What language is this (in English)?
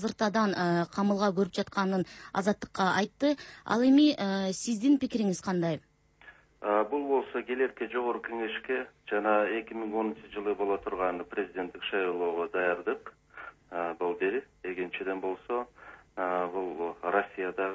Kyrgyz